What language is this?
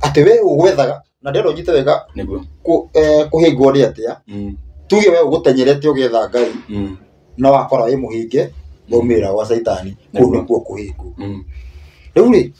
Kikuyu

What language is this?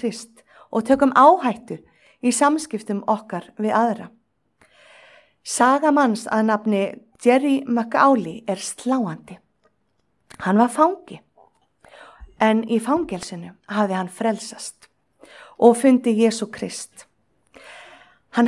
Icelandic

